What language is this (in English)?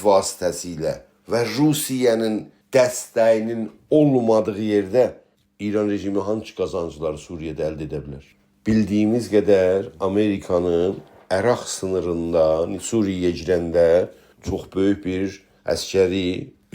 South Azerbaijani